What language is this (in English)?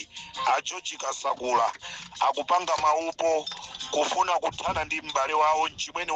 Nyanja